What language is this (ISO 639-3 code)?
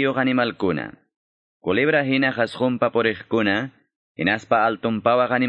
que